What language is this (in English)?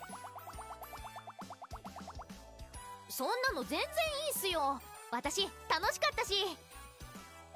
Japanese